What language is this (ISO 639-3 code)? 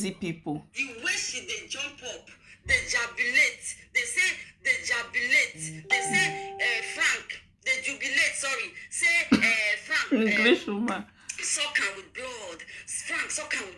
pcm